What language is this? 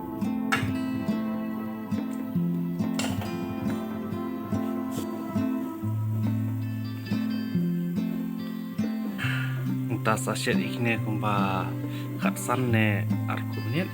Khasi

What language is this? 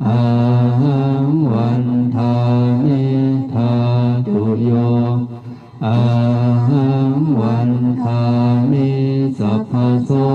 Pali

